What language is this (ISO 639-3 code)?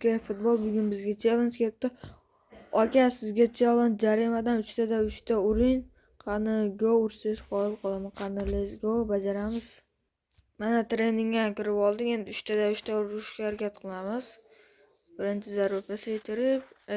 uzb